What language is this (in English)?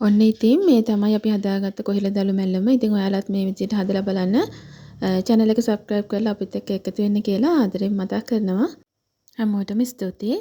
Sinhala